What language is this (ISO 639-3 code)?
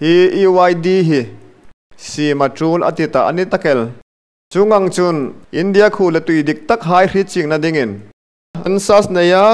hmr